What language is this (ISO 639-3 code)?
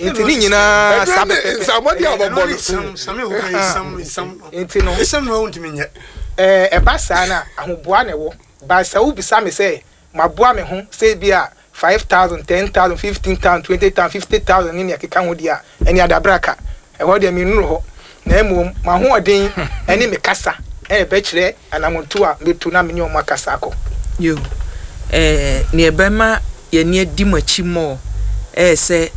aka